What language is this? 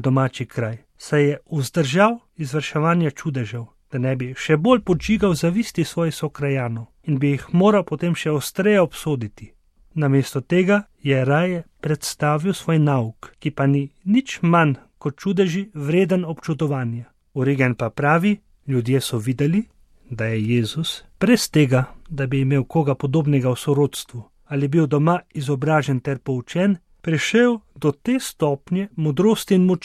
Slovenian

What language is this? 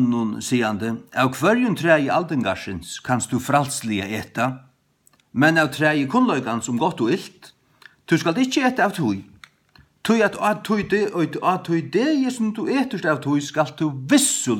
Faroese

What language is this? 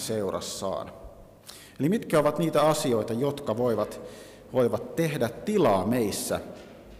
Finnish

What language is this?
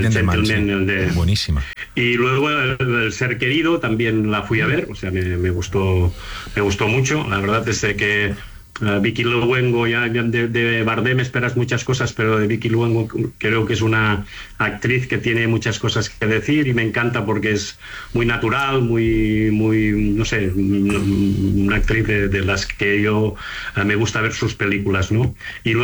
Spanish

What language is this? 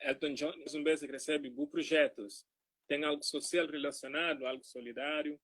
Kabuverdianu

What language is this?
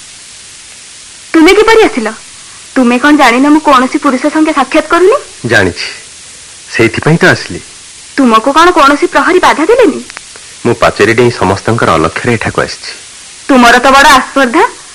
Odia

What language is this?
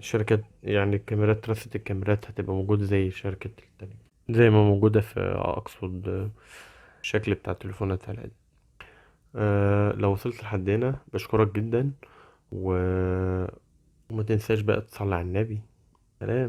Egyptian Arabic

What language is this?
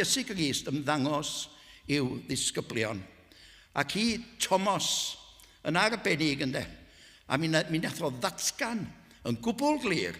Welsh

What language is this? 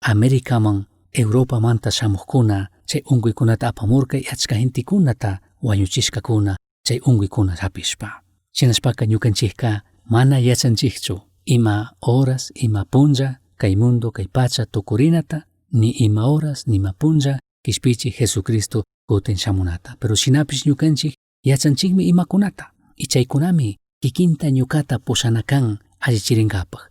Chimborazo Highland Quichua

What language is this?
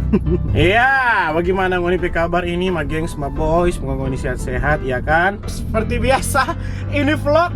Manado Malay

